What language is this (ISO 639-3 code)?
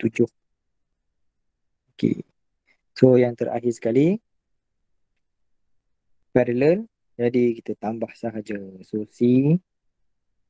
msa